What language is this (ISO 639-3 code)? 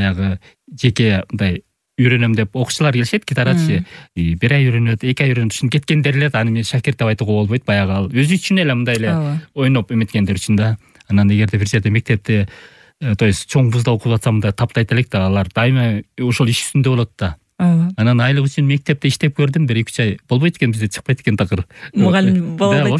kir